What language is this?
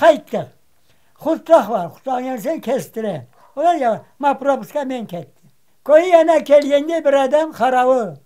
Crimean Tatar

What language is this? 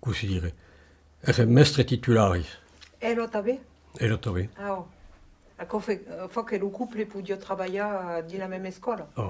Occitan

